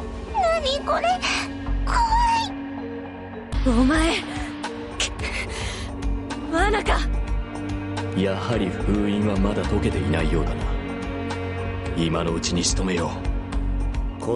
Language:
Japanese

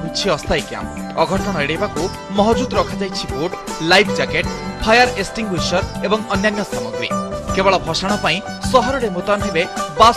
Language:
Odia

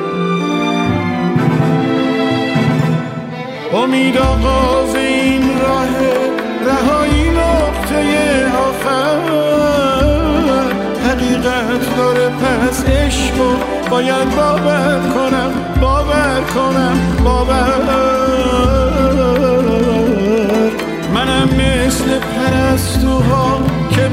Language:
Persian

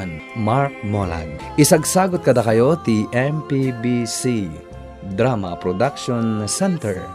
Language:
Iloko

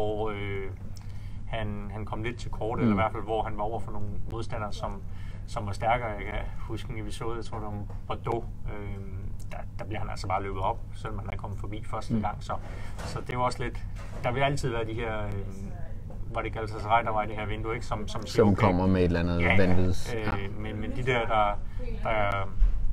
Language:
Danish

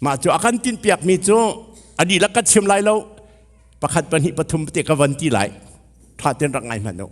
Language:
Hakha Chin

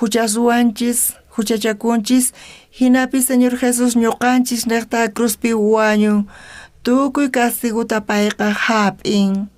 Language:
South Bolivian Quechua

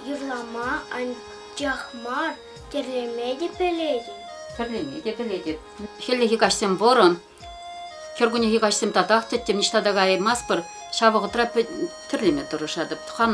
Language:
Chuvash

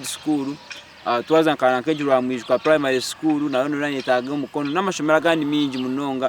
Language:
Nyankole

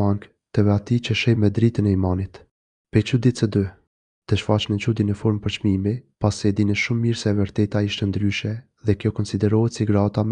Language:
Albanian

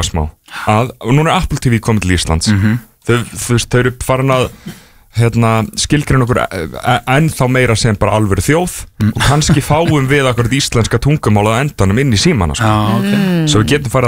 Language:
Icelandic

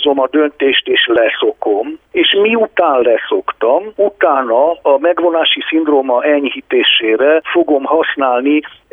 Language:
Hungarian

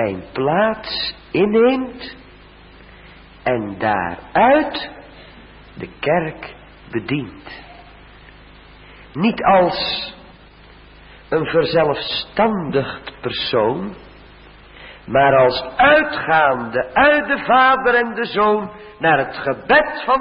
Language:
Dutch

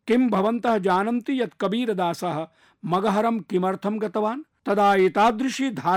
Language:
Sanskrit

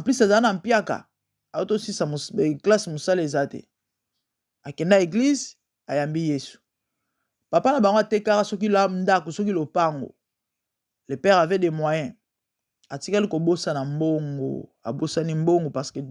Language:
Lingala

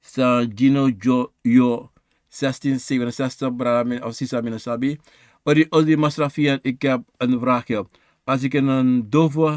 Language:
Sranan Tongo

